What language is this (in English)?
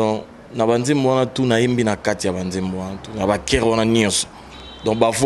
Lingala